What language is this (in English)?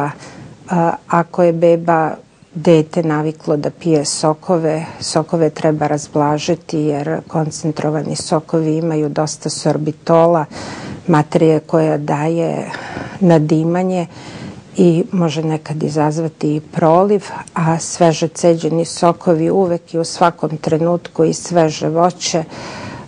Serbian